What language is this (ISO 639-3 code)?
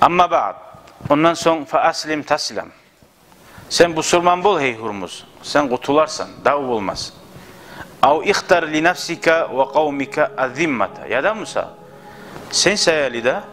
kum